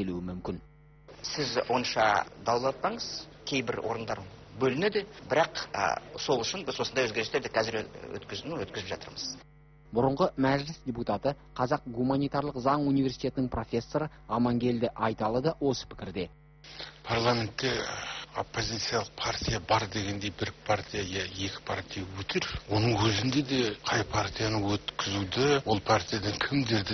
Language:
Kazakh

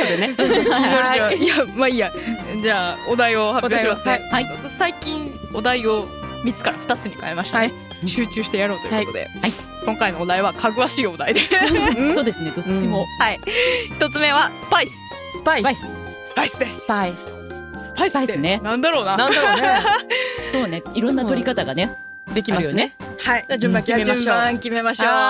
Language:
Japanese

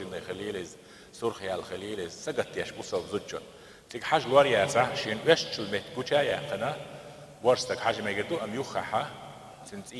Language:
Chechen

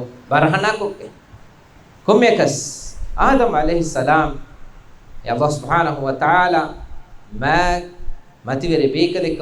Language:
Divehi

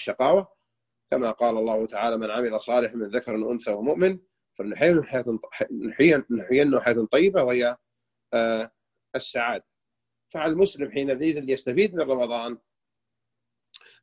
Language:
Arabic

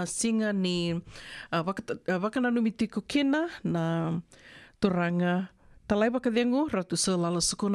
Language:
Fijian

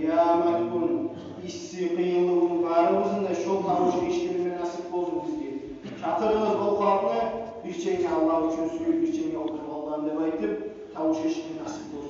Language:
Kumyk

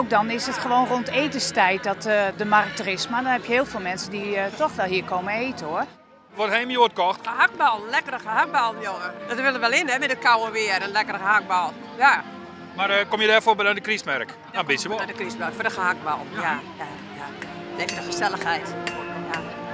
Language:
Western Frisian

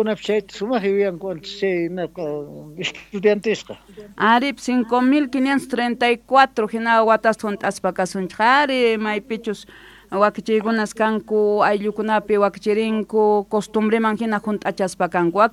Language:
South Bolivian Quechua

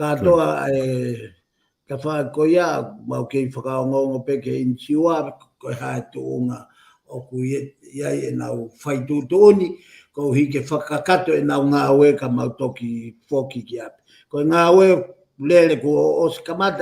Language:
Tongan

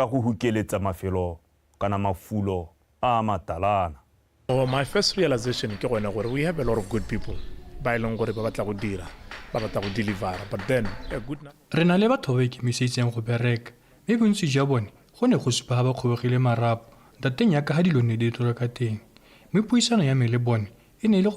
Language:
Tswana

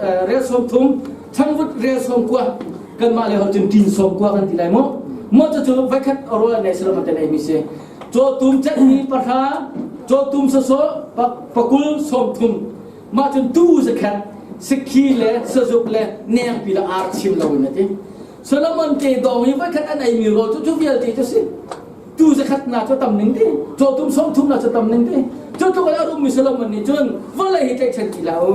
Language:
Hakha Chin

